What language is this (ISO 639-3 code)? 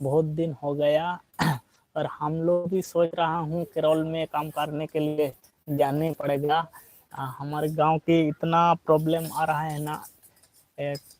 sat